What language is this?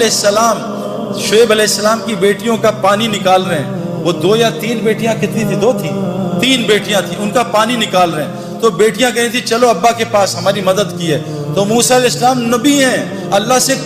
Urdu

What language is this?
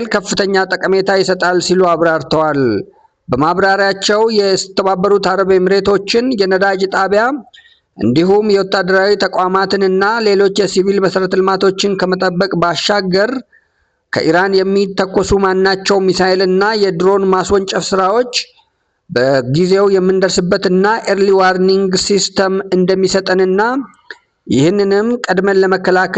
Amharic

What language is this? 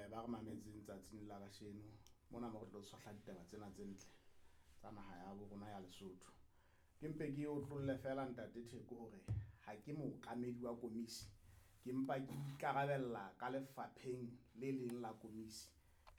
Southern Sotho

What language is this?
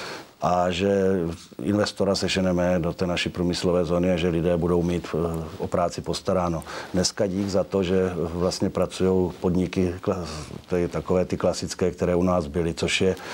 Czech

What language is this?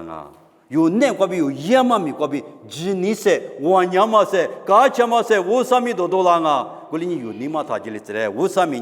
Lisu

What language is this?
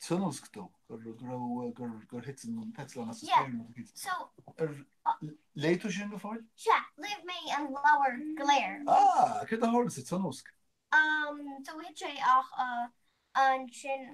Irish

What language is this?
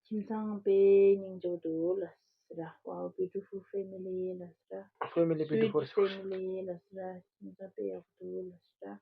Tibetan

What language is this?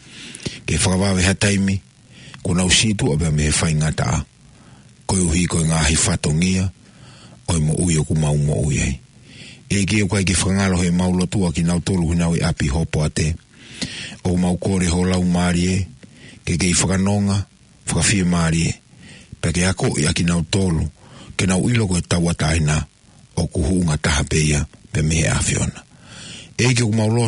Tongan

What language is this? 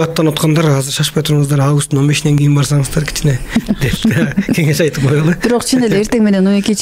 Kyrgyz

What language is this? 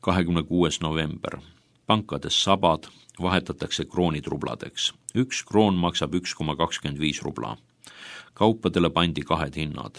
Estonian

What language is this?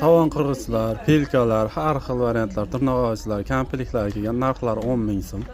Uzbek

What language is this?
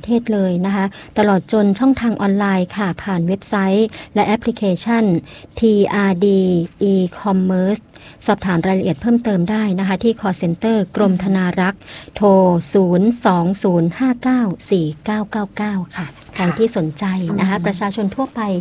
Thai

